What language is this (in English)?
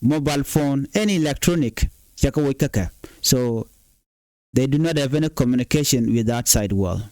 Nuer